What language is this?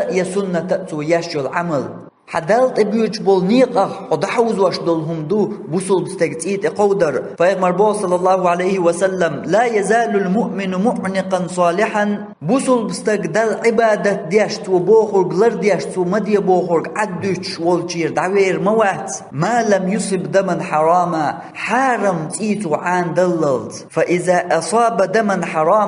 Chechen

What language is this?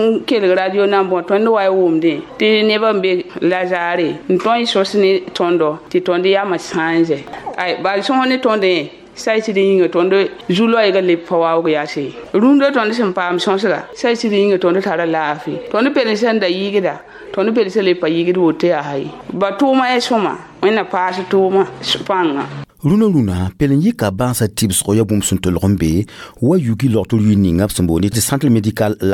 Mossi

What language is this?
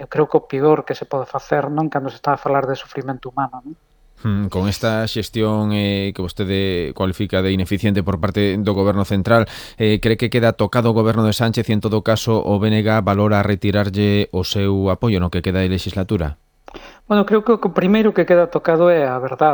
Galician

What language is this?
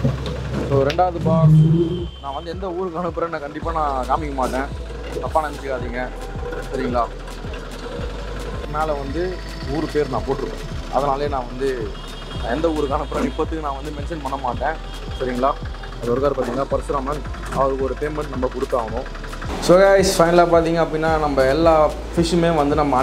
Tamil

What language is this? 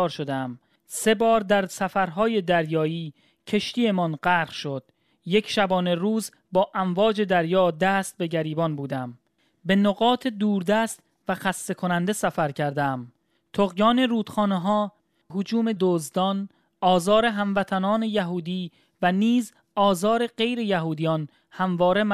Persian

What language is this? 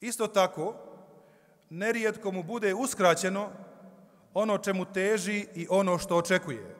Bosnian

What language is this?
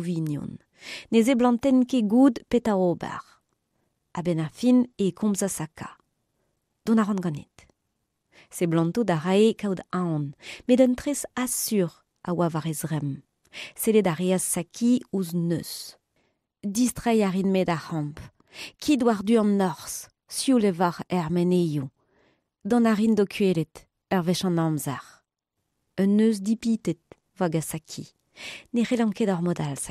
Breton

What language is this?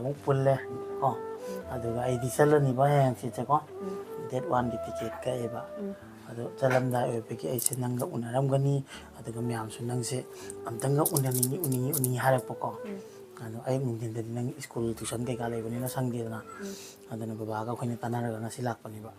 Manipuri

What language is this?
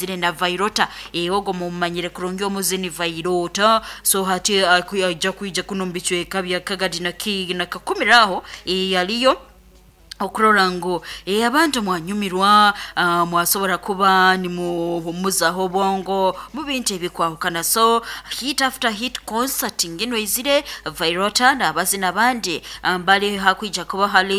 Nyankole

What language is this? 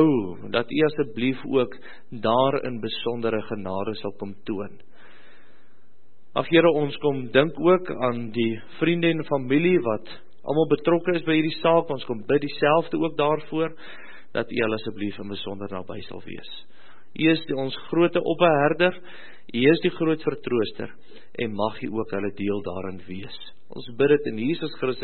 Afrikaans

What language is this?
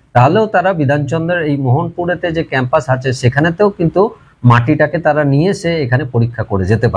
Bangla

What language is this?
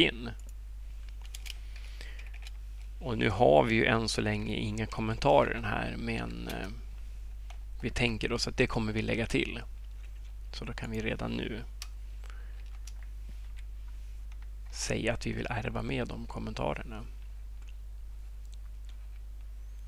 Swedish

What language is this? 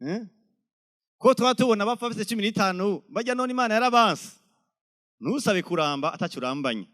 Rundi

